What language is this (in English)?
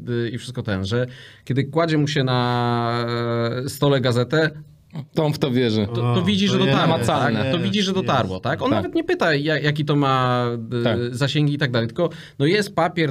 Polish